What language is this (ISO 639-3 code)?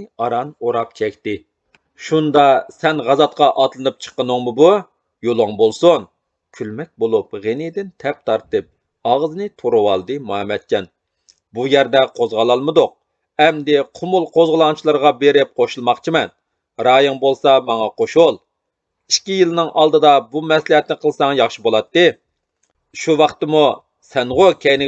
uig